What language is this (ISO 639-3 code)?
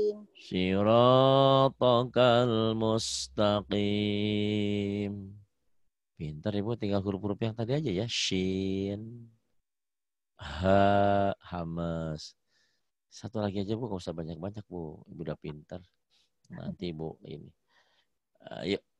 ind